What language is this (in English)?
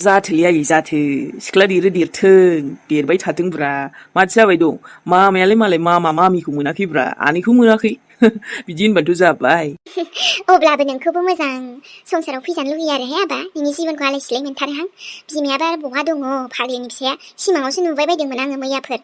Bodo